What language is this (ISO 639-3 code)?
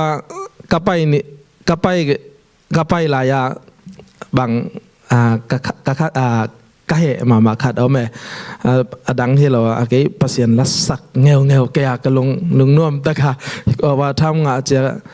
ctd